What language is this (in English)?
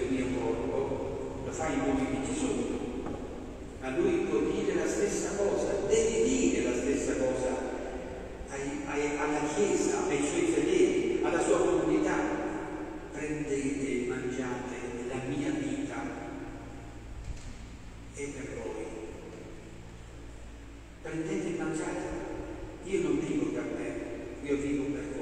Italian